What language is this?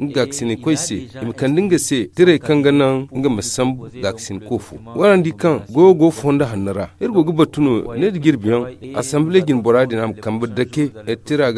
Zarma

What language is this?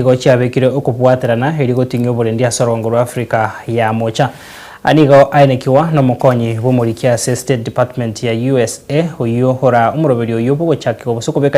Gusii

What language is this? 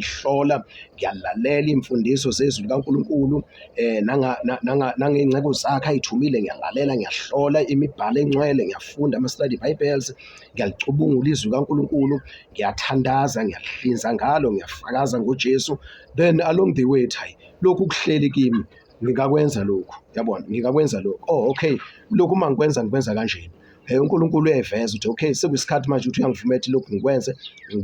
Zulu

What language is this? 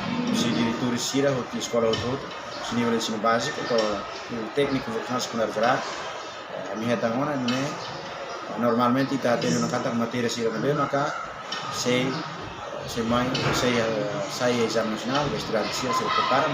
Tetum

